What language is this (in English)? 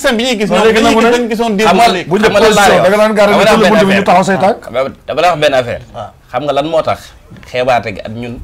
Wolof